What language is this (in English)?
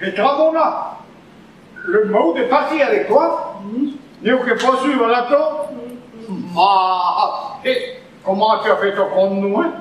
Breton